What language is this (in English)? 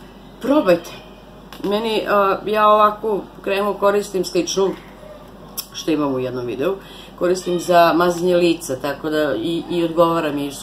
Serbian